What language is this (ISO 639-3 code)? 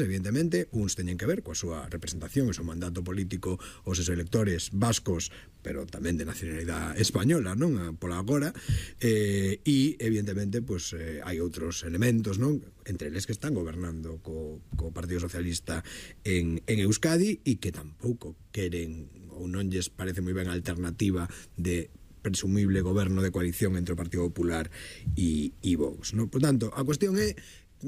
glg